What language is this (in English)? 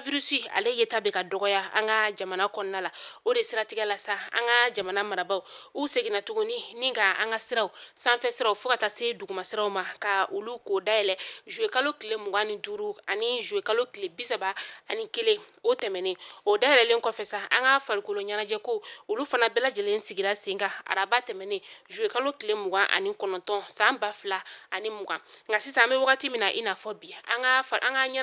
Bambara